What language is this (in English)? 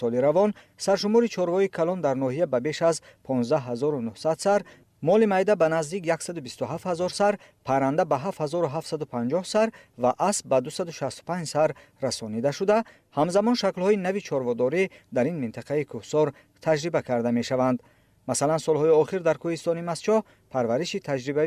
Tajik